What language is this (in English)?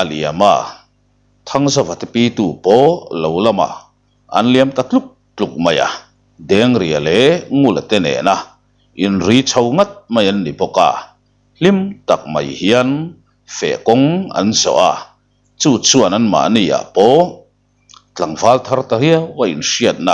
Mizo